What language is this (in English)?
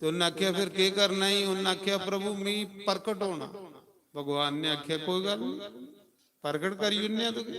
Dogri